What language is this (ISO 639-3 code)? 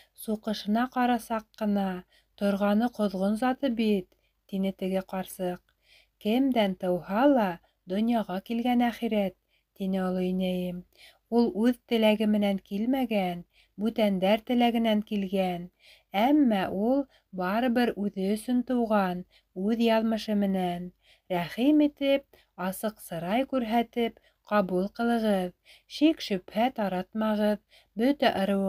bak